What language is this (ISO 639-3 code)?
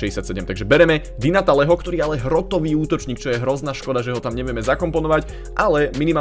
slk